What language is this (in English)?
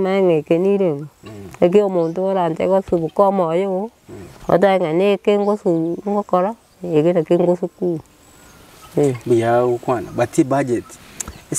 Gusii